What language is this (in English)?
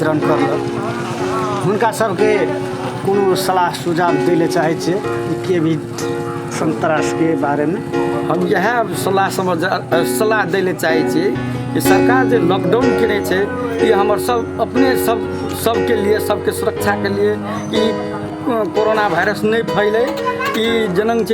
Maithili